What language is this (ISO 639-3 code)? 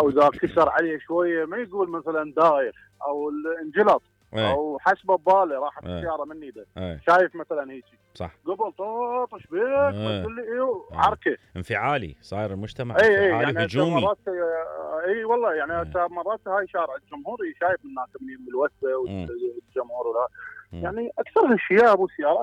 acm